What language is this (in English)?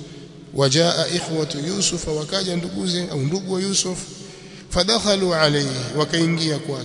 Swahili